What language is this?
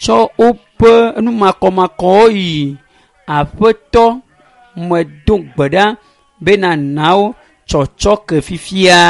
Ewe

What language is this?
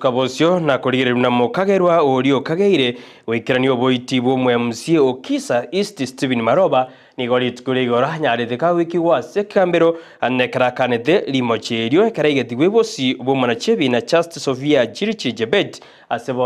Gusii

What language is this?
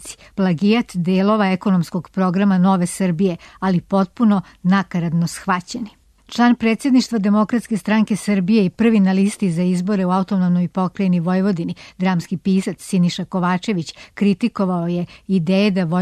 Serbian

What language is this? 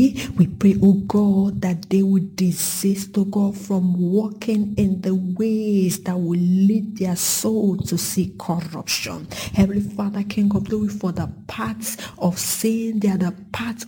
English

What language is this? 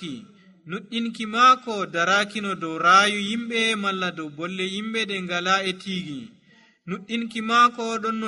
Nigerian Fulfulde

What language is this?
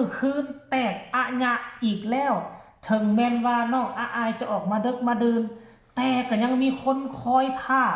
Northeastern Thai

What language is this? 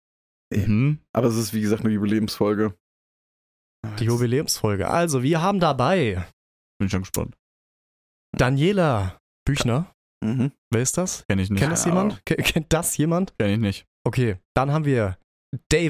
German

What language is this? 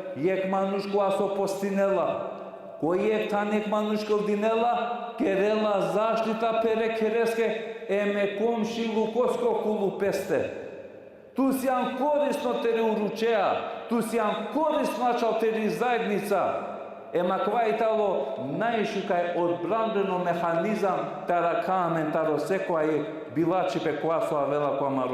Balkan Romani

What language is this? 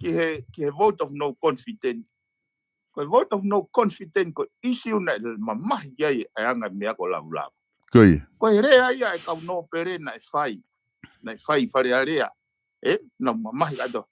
Tongan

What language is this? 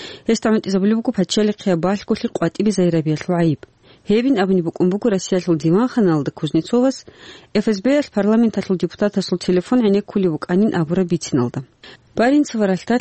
Avaric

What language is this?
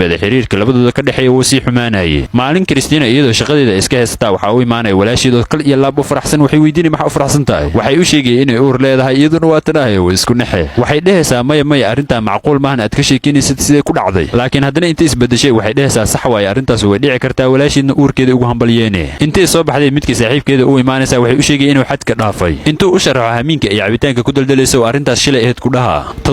Somali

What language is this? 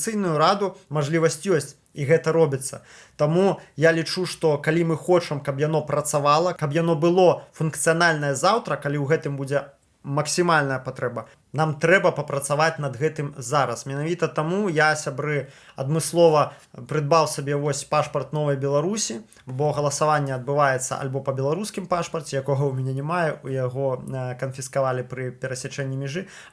Belarusian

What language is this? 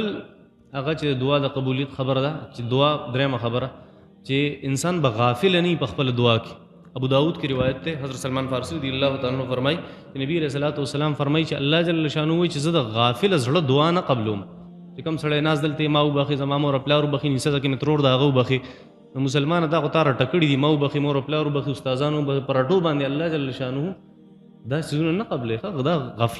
Pashto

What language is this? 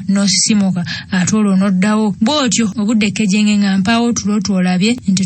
Ganda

